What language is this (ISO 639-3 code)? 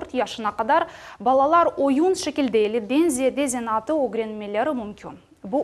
crh